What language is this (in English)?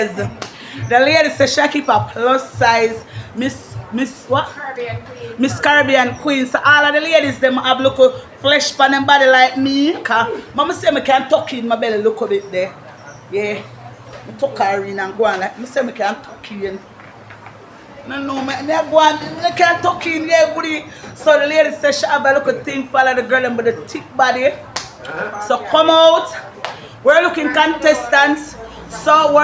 Jamaican Creole English